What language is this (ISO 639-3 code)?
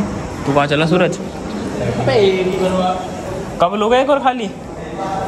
hin